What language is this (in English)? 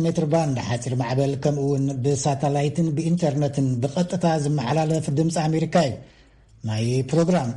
Tigrinya